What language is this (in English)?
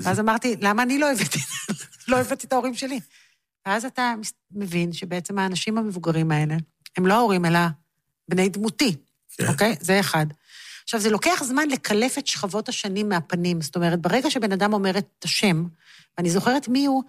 Hebrew